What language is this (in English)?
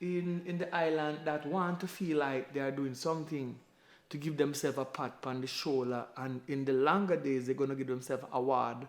Jamaican Creole English